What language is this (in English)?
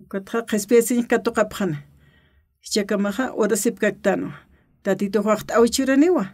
Aymara